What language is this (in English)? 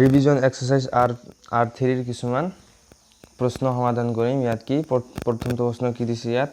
Assamese